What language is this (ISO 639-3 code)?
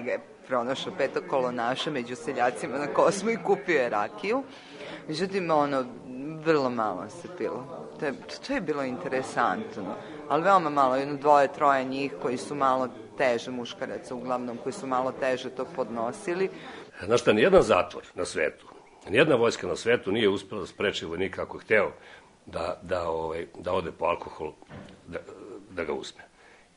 srp